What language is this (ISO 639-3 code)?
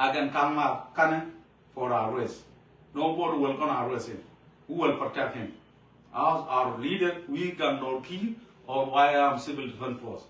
nus